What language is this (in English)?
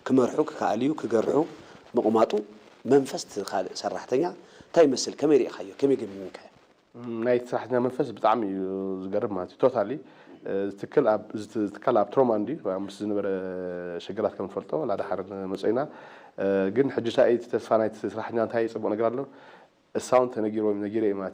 Tigrinya